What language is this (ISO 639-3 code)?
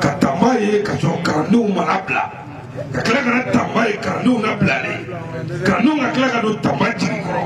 bam